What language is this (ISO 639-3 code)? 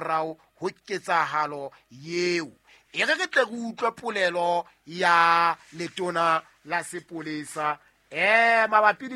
sot